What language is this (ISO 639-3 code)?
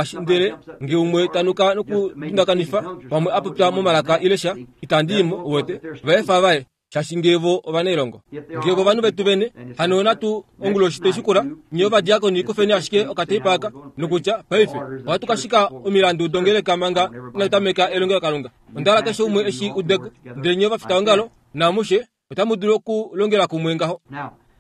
kua